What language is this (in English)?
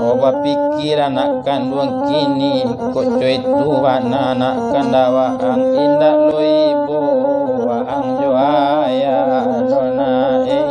Minangkabau